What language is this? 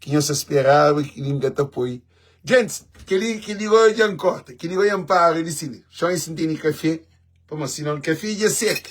Kabuverdianu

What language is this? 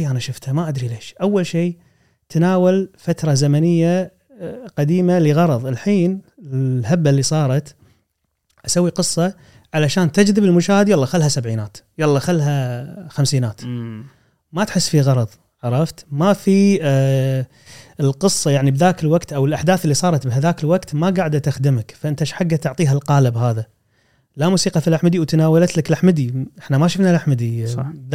Gulf Arabic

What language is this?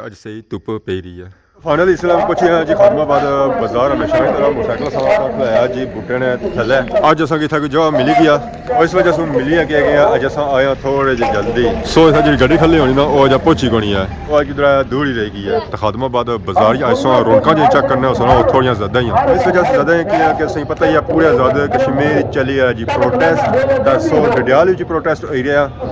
Pahari-Potwari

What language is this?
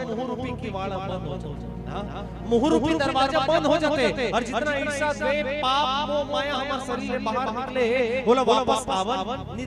Chhattisgarhi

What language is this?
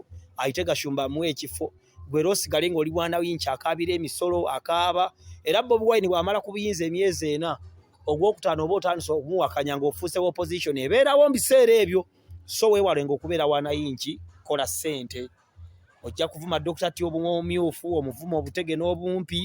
Ganda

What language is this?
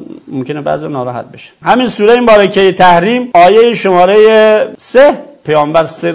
Persian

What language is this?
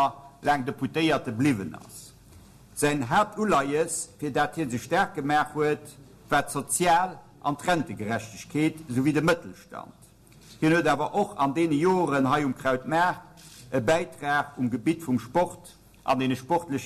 Luxembourgish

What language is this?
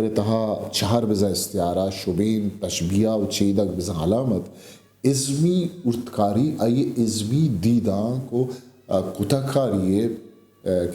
Eastern Balochi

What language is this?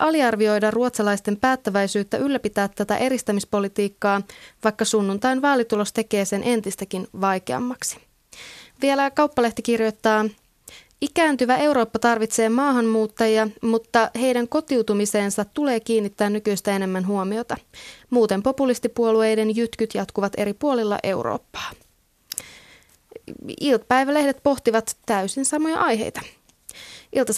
Finnish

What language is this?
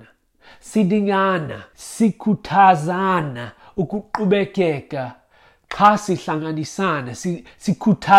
Xhosa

